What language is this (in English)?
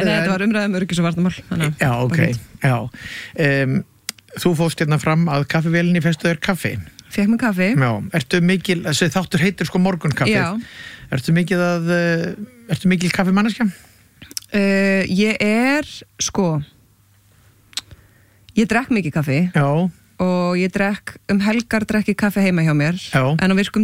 Icelandic